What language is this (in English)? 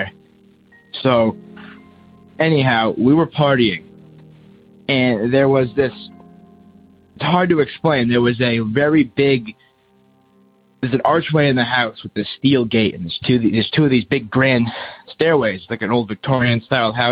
English